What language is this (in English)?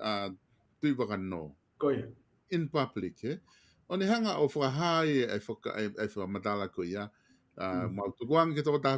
Tongan